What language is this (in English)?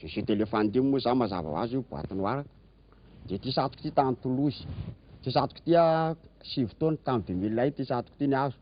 Malagasy